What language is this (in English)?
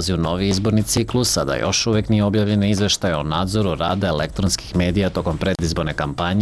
Serbian